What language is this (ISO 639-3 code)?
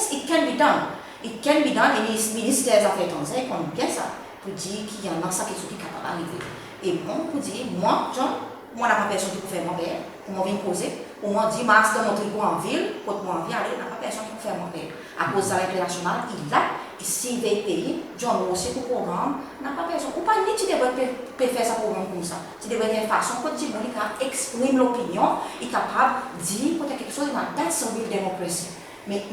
crs